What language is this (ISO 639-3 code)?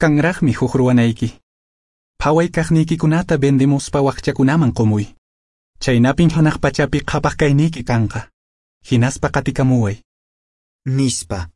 que